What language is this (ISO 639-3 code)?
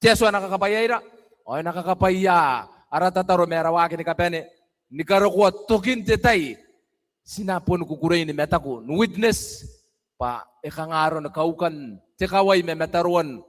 gil